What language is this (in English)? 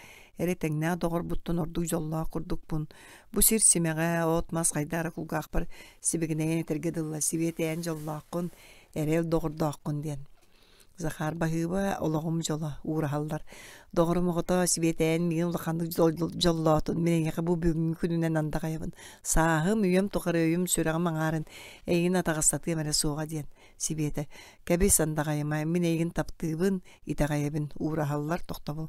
Yakut